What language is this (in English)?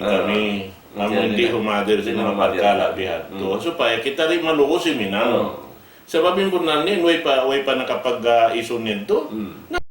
Tausug